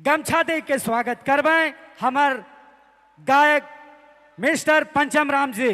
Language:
Sadri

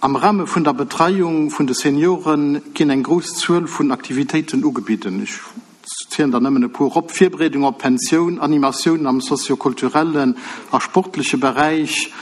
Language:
Luxembourgish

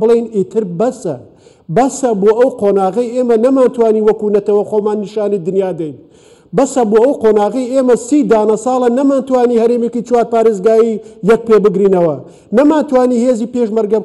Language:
Central Kurdish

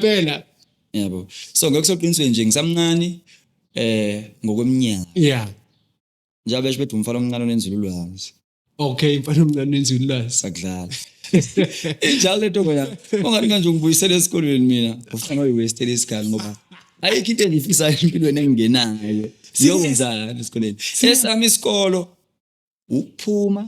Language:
Zulu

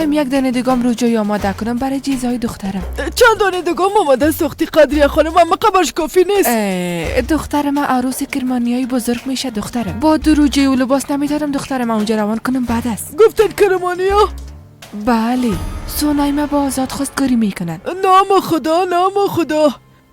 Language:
Persian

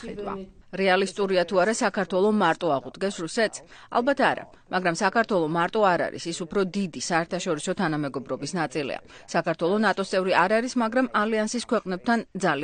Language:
Georgian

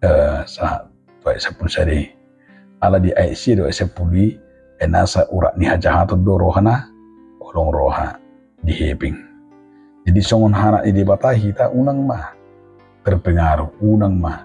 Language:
Batak Toba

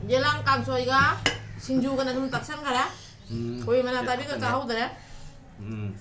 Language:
Manipuri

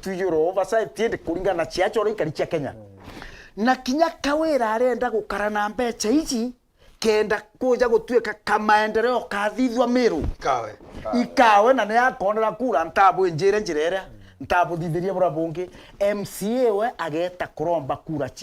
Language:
Meru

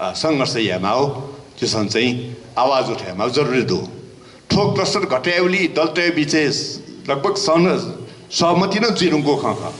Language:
Newari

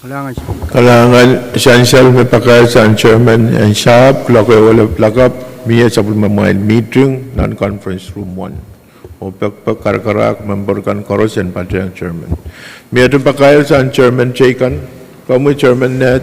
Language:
Pohnpeian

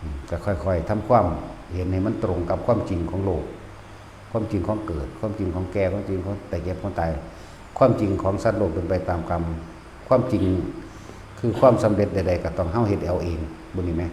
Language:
Northeastern Thai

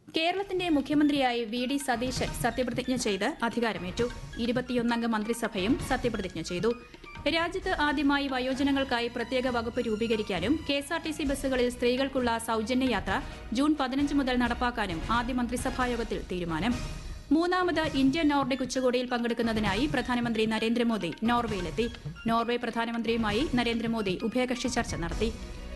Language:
Malayalam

